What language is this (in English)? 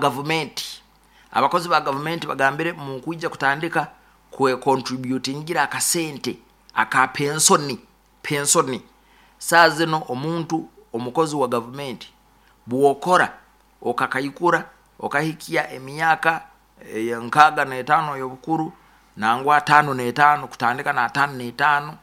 Nyoro